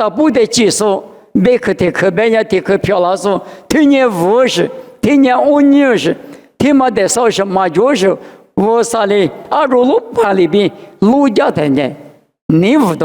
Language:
Lisu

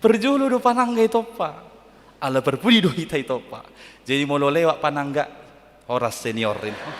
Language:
Batak Toba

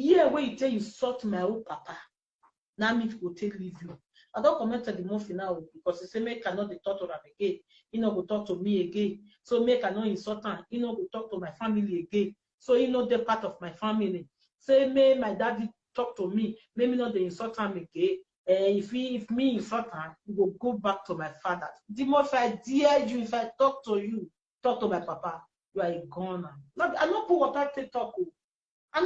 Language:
Nigerian Pidgin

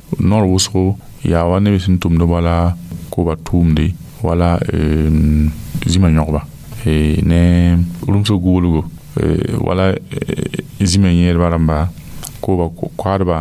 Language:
Mossi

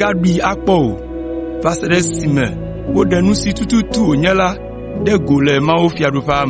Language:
Ewe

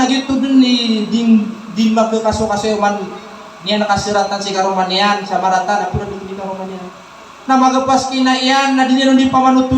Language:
Maranao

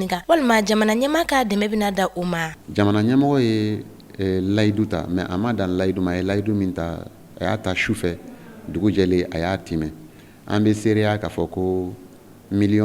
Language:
Bambara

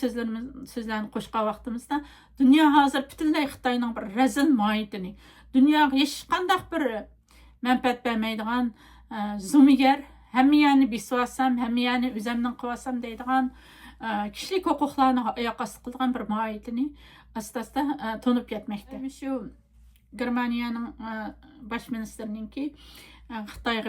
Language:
Uyghur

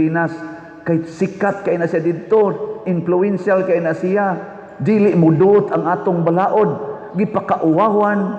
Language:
Cebuano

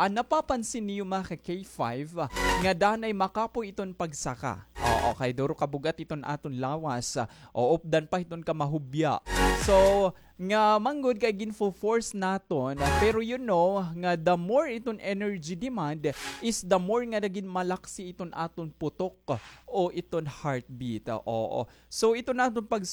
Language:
Waray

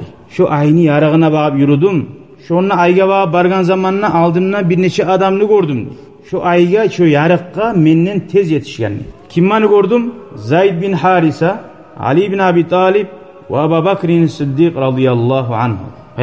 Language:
Kumyk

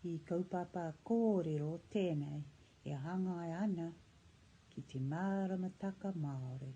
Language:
Māori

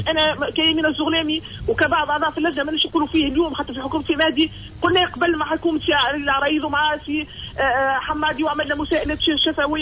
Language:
Tunisian Arabic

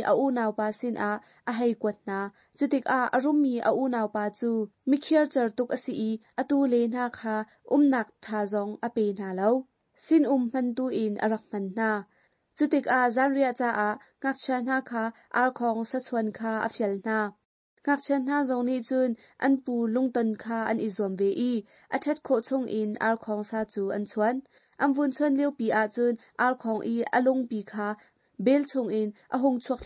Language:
Hakha Chin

